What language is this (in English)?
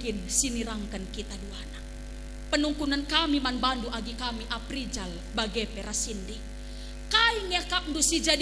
Batak Karo